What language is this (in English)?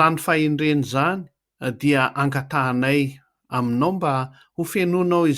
Malagasy